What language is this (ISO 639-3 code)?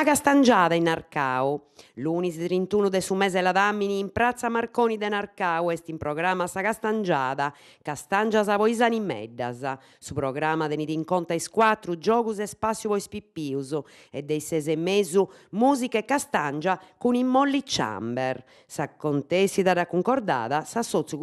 srd